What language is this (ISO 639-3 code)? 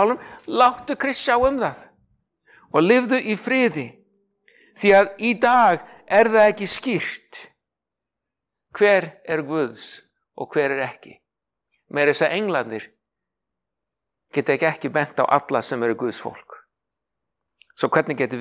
isl